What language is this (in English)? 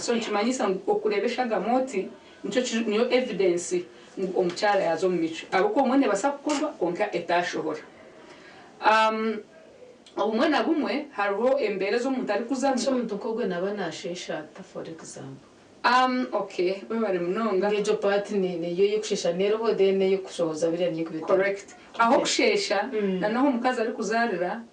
Nyankole